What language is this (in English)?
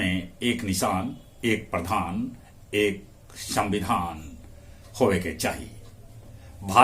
Magahi